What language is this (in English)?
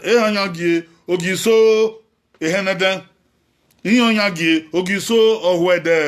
Bini